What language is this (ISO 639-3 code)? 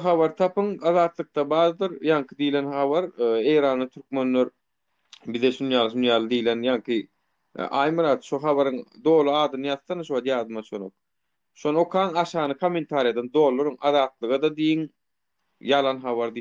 tuk